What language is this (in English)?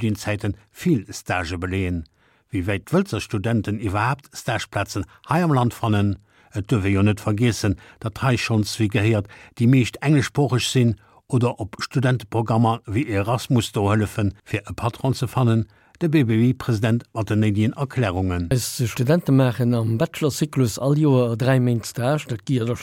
Luxembourgish